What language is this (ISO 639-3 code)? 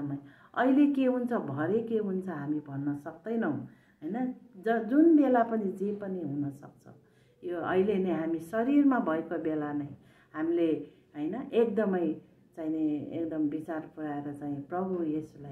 nep